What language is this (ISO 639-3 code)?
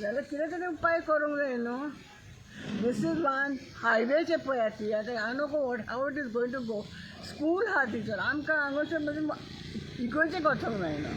kok